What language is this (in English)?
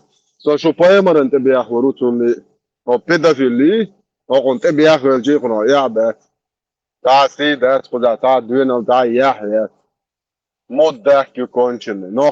Chechen